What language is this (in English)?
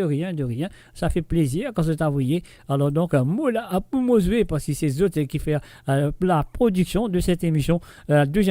Morisyen